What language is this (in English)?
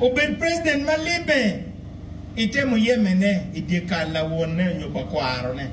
Acoli